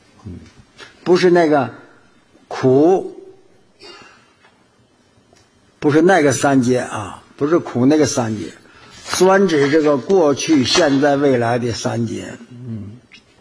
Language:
Chinese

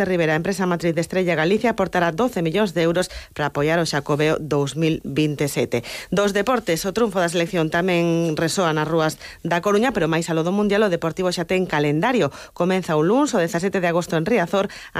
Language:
Galician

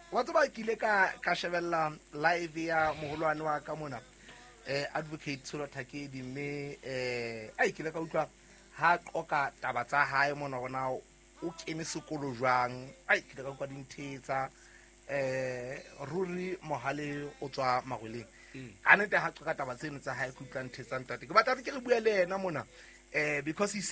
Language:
Southern Sotho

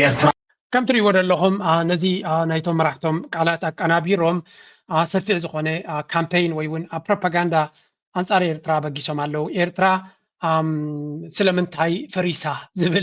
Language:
Tigrinya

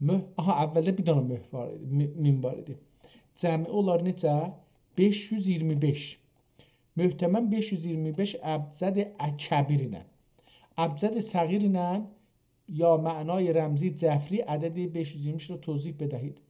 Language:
South Azerbaijani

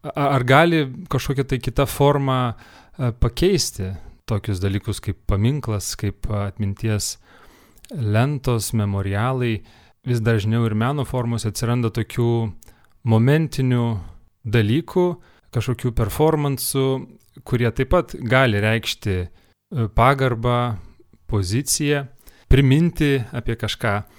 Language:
Lithuanian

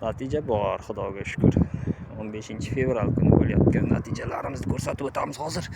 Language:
Uzbek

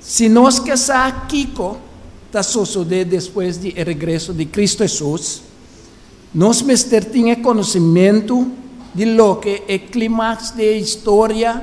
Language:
Papiamento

